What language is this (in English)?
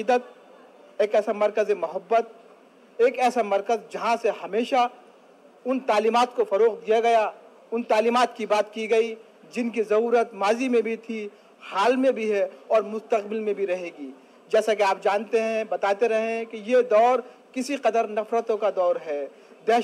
Urdu